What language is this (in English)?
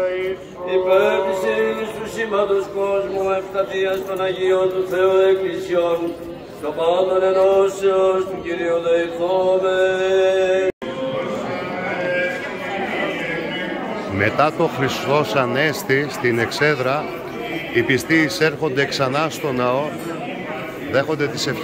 Greek